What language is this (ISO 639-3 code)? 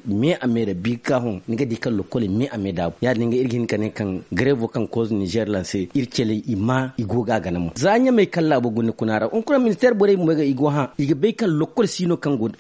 dje